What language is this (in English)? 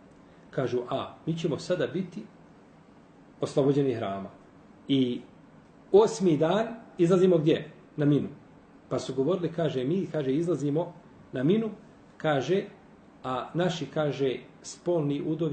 Bosnian